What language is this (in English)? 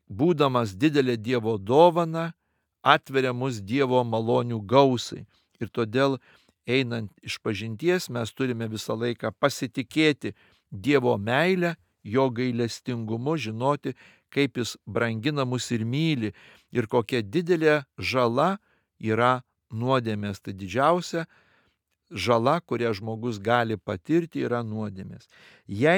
Lithuanian